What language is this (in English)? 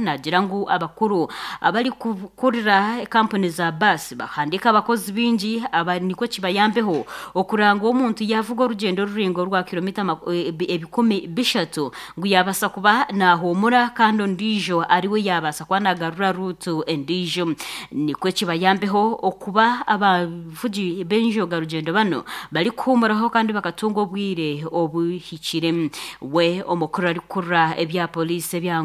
Nyankole